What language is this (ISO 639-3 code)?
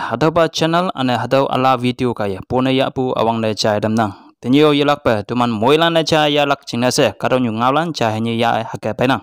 nbe